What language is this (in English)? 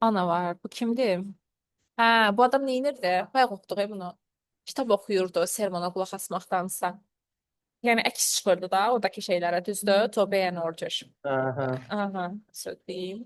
Azerbaijani